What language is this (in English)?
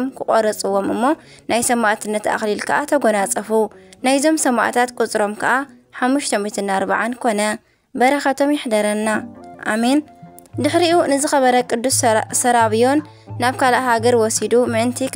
Tigrinya